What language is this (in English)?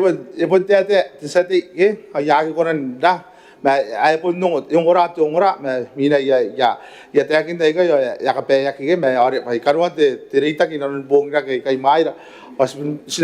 Gilbertese